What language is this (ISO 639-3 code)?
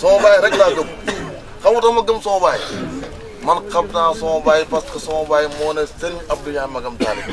wol